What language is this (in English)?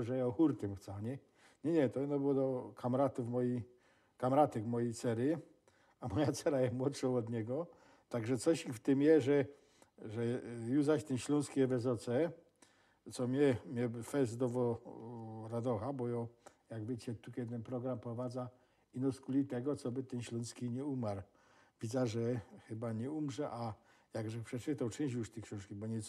Silesian